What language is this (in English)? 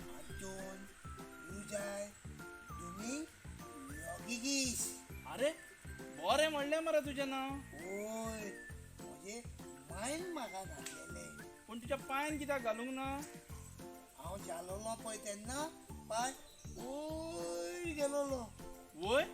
Konkani